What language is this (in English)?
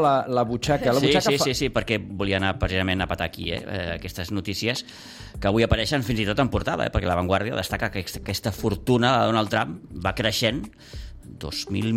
Catalan